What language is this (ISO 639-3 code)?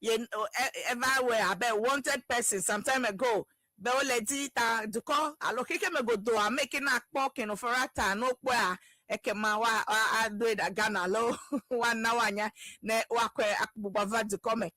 ewe